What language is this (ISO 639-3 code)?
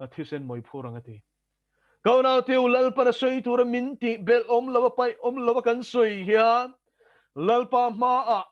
lus